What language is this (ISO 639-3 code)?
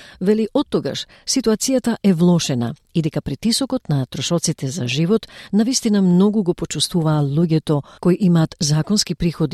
mkd